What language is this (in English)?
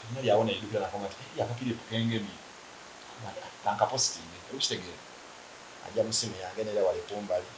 Soga